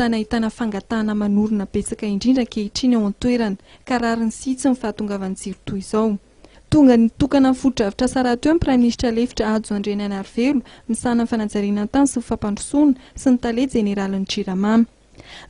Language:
Malagasy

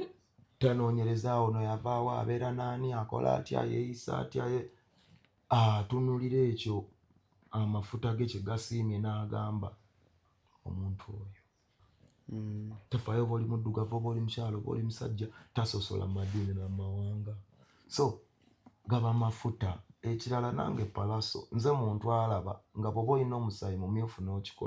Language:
Ganda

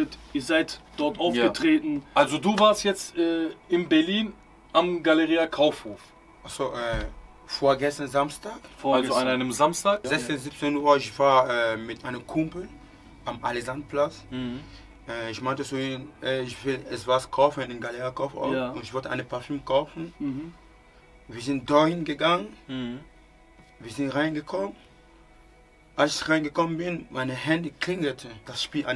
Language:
German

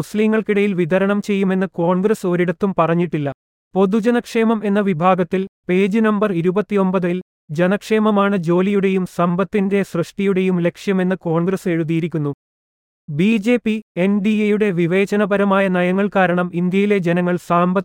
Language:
Malayalam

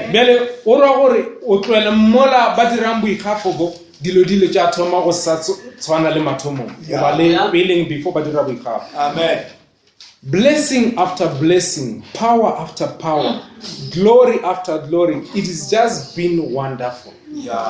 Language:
Northern Sotho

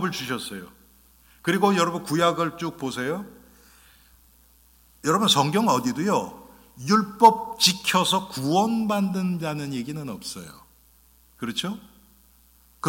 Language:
Korean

